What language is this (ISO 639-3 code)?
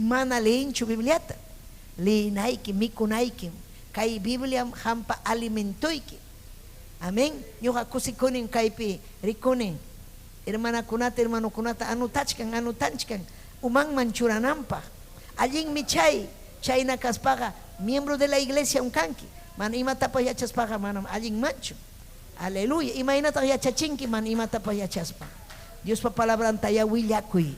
quy